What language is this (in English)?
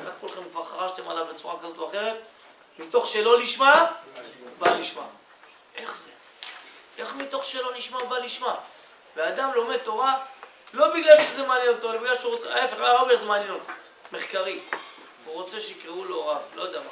Hebrew